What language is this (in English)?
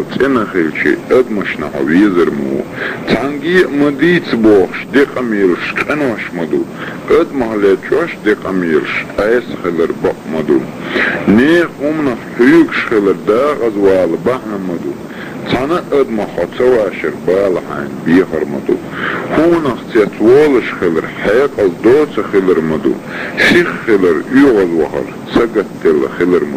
Chechen